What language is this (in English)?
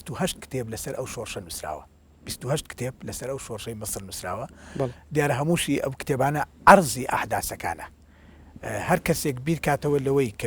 Central Kurdish